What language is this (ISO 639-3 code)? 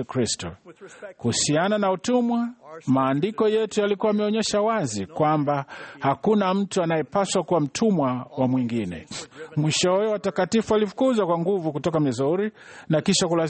swa